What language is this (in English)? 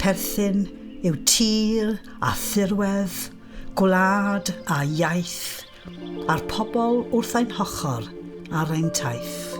Welsh